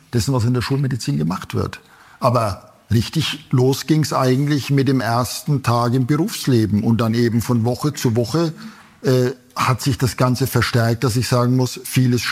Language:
German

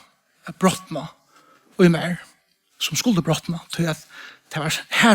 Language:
Faroese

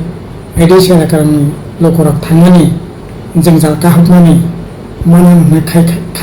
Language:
Kok Borok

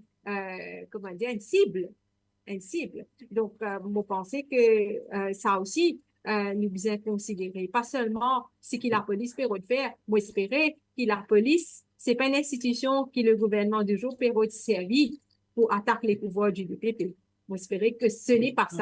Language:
Morisyen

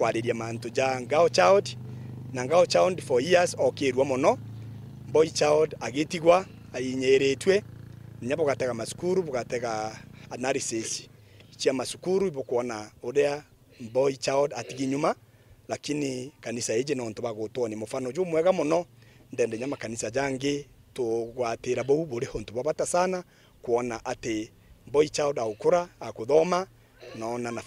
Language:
Meru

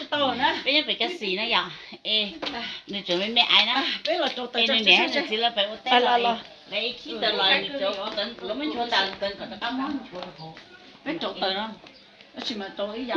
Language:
Hmong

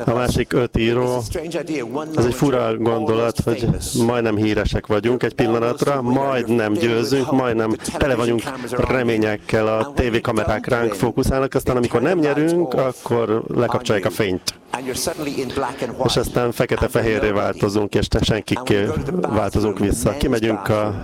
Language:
Hungarian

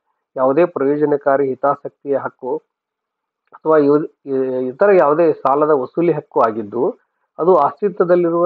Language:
Kannada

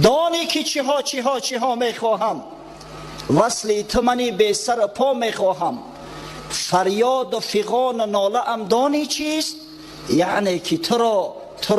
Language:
Tajik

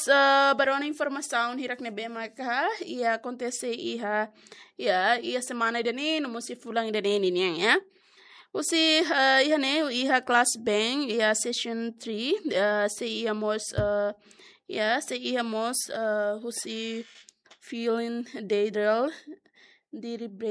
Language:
Tetum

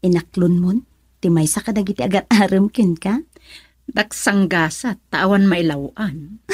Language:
Iloko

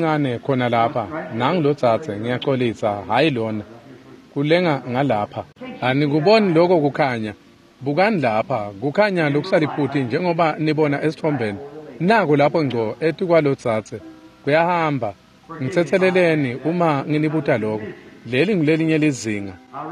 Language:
Swati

